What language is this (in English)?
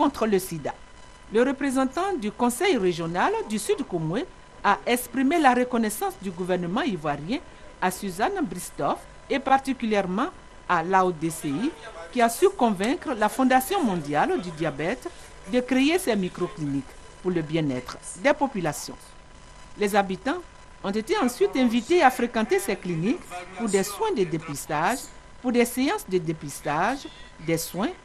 French